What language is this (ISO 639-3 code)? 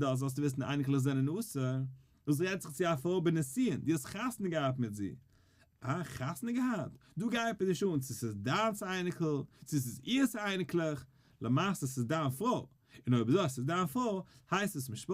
yid